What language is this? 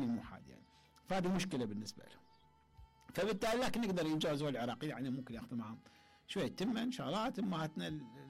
Mesopotamian Arabic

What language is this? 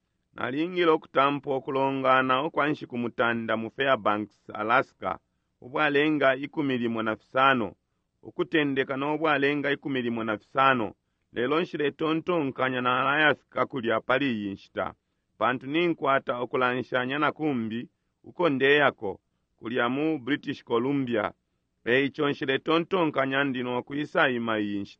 Bemba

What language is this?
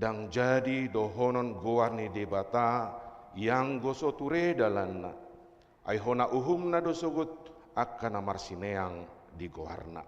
Batak Toba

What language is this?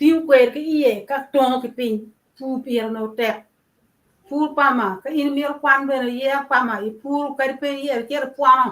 Acoli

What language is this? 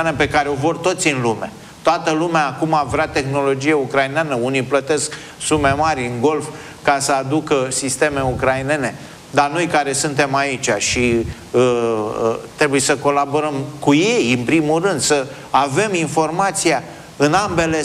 Romanian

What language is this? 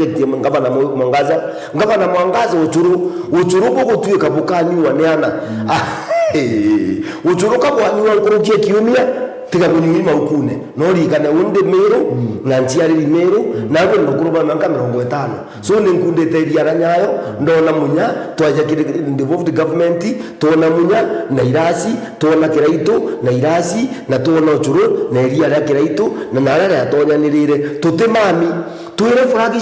Meru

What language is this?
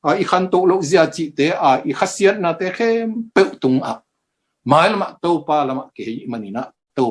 Tedim Chin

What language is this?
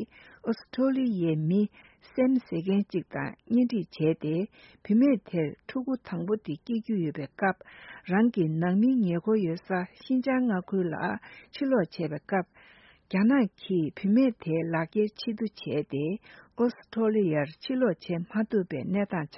Tibetan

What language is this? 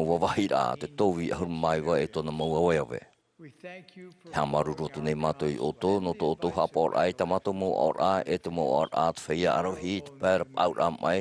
Tahitian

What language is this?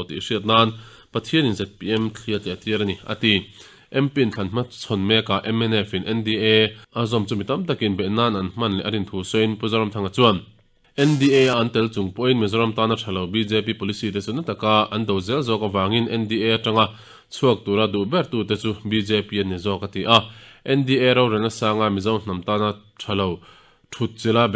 Mizo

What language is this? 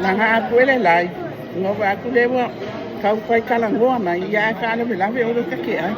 Samoan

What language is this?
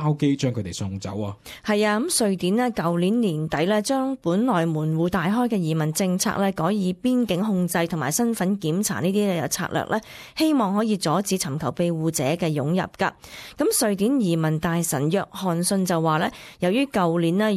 Cantonese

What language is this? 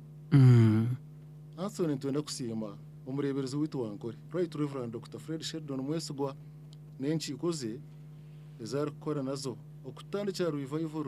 Nyankole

